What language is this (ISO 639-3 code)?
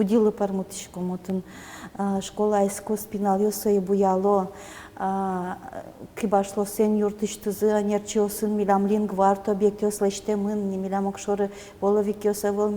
udm